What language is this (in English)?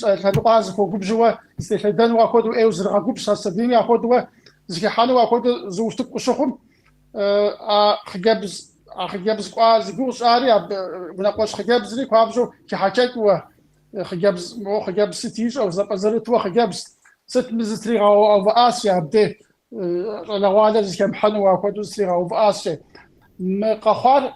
Kabardian